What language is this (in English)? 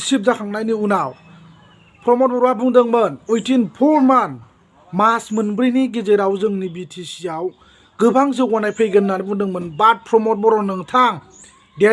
Bodo